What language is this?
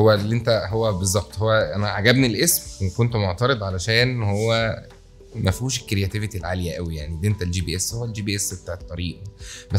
Egyptian Arabic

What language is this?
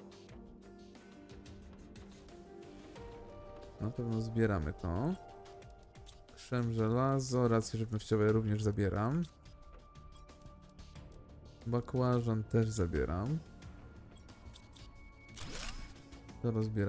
Polish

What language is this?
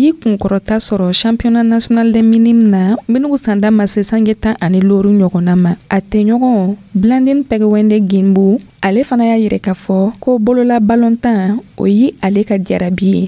Dyula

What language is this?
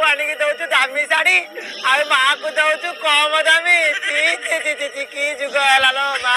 Odia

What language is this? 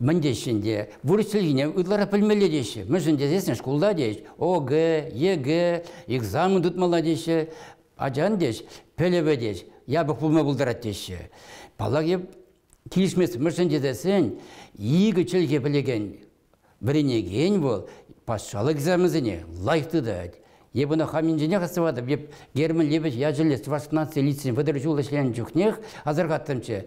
Chuvash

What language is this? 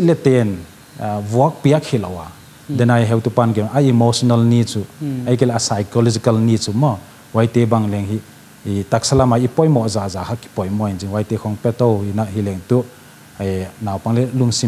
Paite Chin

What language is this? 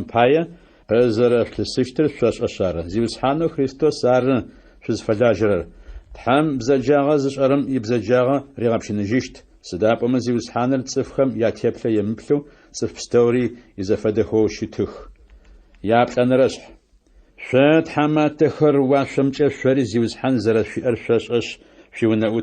Adyghe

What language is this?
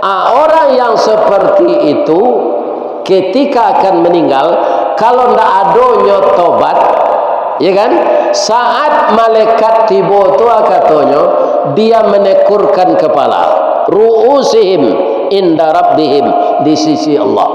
Minangkabau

